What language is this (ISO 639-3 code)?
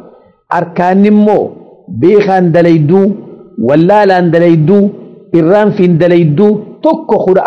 orm